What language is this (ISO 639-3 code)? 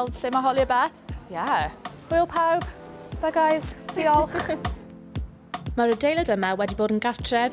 cym